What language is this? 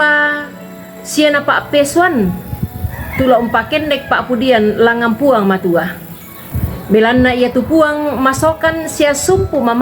Toraja-Sa'dan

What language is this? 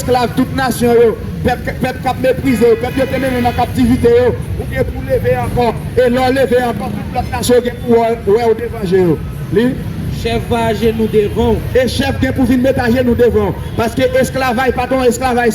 Haitian Creole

